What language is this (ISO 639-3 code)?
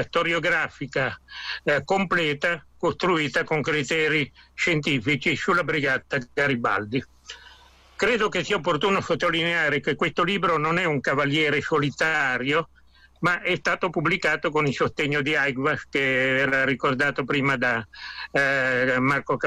ita